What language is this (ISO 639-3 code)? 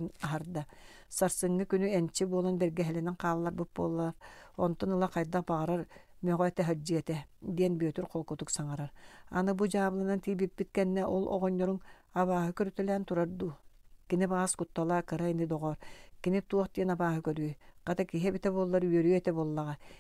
sah